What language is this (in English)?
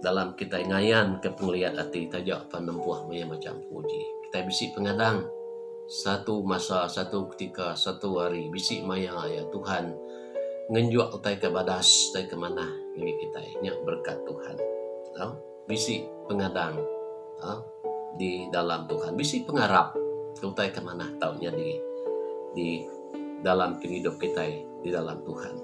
Iban